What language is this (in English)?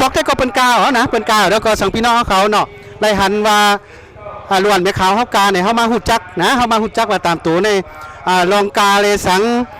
Shan